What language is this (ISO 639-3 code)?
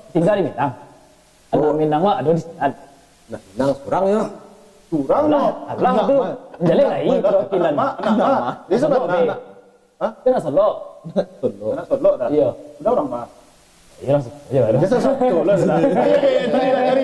min